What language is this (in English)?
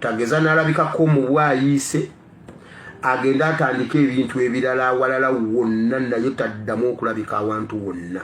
Ganda